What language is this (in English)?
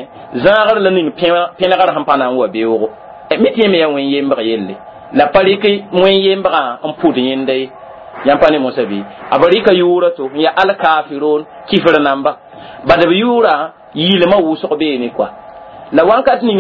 Mossi